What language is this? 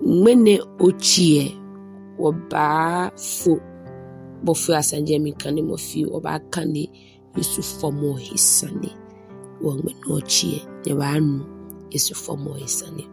Ga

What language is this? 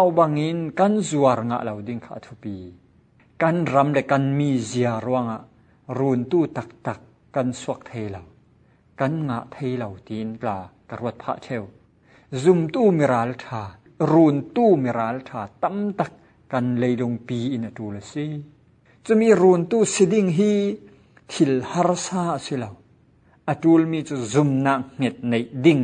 Falam Chin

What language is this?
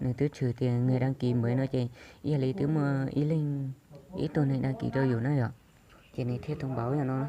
Hmong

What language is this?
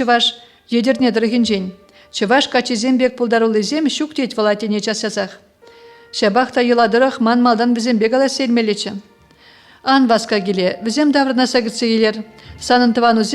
Chuvash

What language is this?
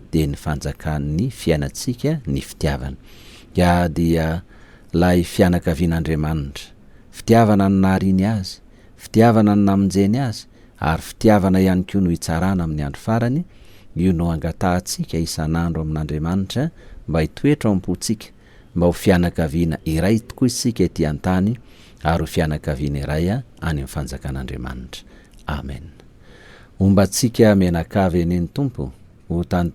Malagasy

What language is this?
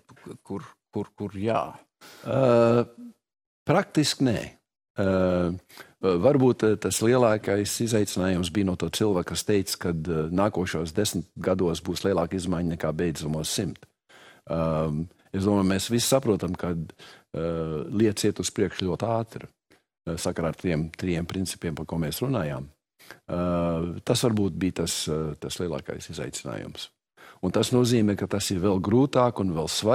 Latvian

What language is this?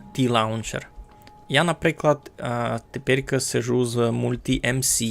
Rusyn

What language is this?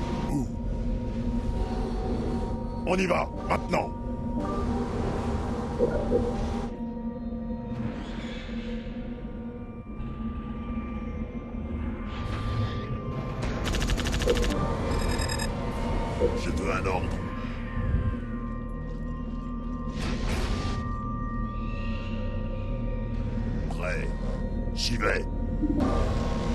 French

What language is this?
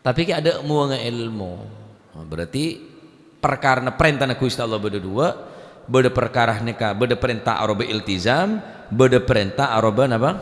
Madurese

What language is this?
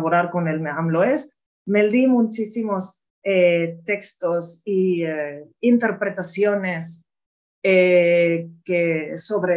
Ladino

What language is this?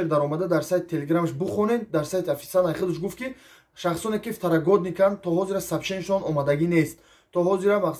Tajik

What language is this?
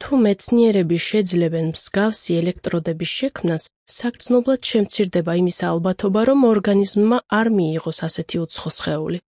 Georgian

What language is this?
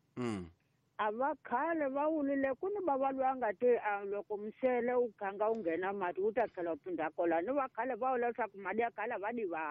Tsonga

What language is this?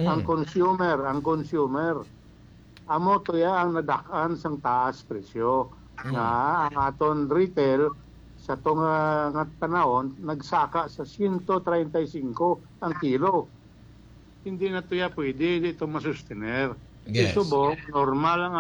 Hiligaynon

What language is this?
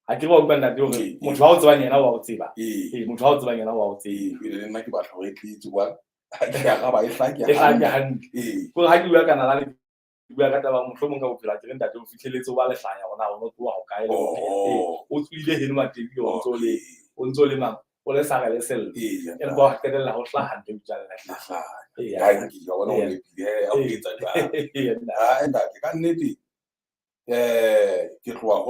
Southern Sotho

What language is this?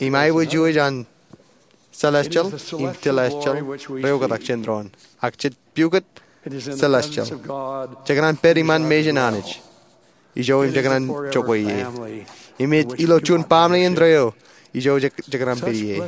Marshallese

